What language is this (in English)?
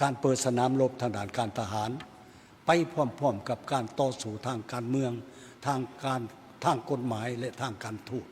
Lao